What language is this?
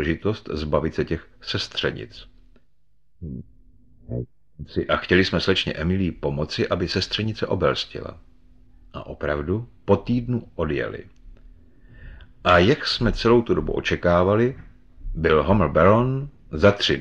Czech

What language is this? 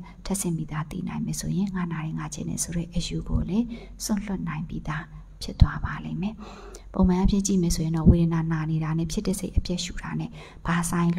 Burmese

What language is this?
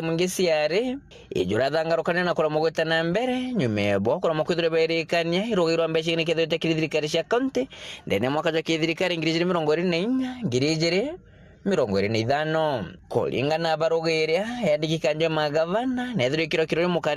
Meru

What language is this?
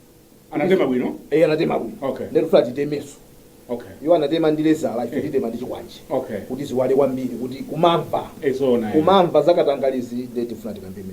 Nyanja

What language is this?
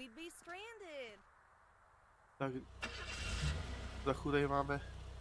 Czech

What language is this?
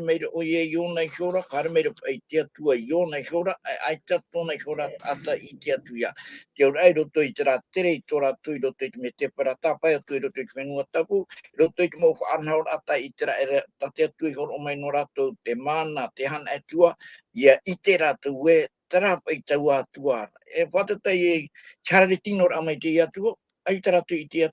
Tahitian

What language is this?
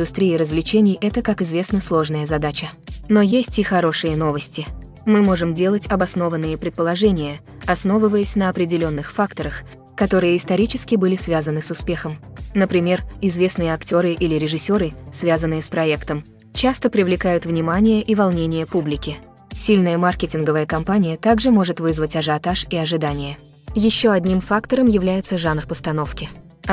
Russian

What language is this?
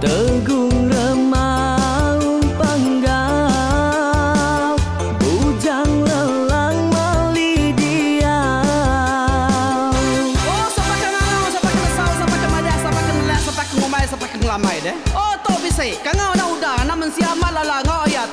Iban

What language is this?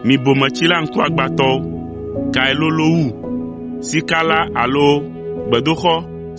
Ewe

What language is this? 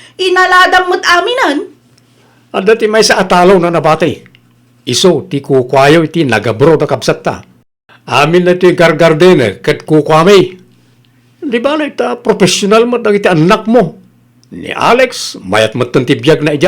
Iloko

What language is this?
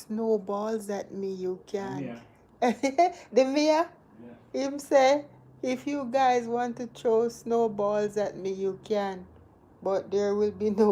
Jamaican Creole English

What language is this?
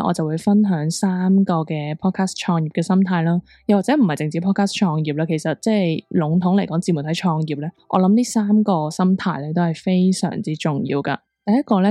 Cantonese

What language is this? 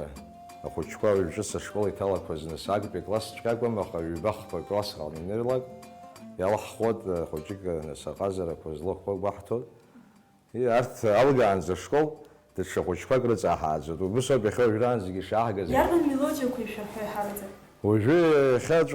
Abkhazian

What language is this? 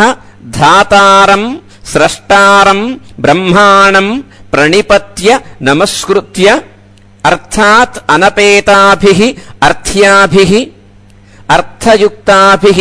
Sanskrit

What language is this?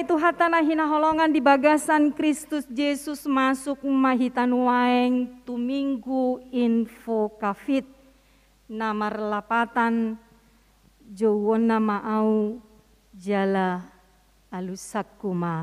Batak Toba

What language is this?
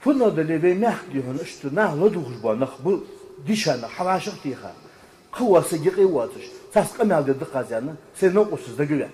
Ingush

